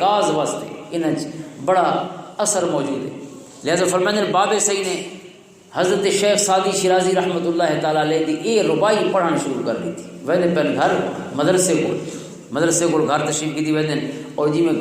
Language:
Western Panjabi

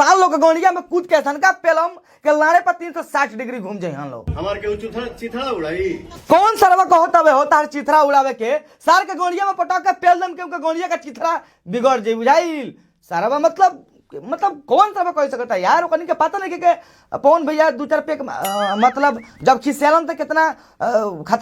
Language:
Bhojpuri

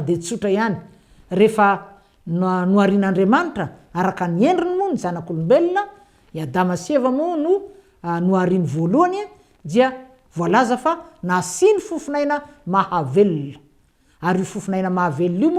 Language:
Malagasy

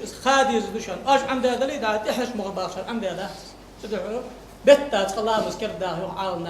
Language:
Ingush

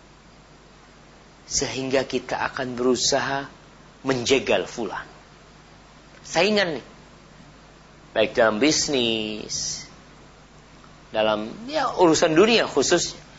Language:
Indonesian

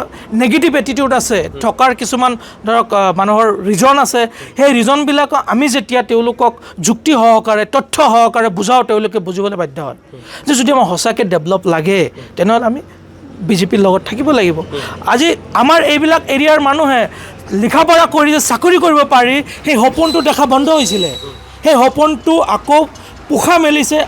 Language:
Assamese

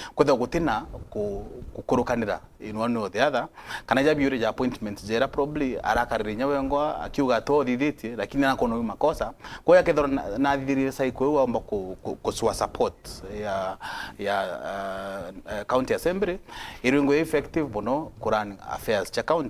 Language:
Meru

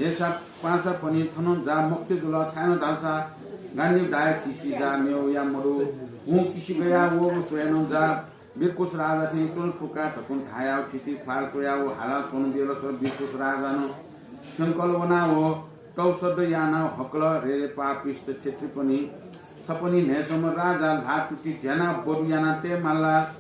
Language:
Newari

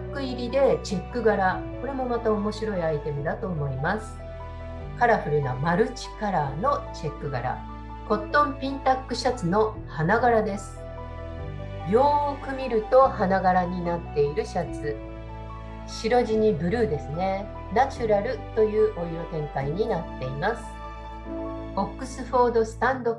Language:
Japanese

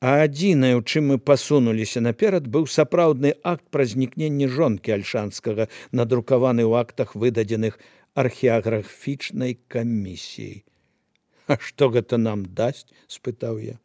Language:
Belarusian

